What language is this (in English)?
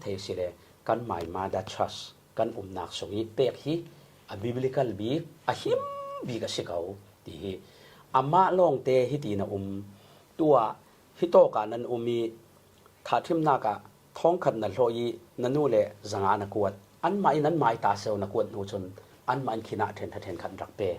Falam Chin